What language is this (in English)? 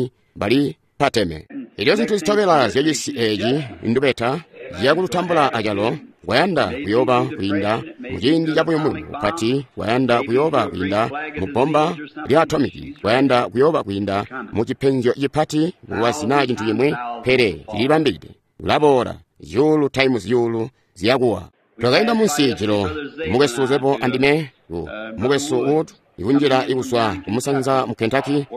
Tonga (Zambia)